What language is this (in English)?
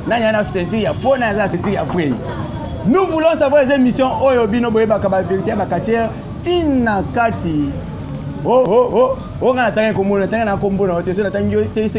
Lingala